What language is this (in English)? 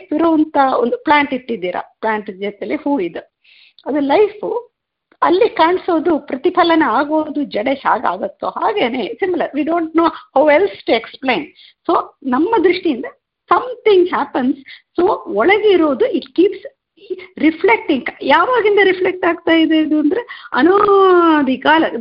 Kannada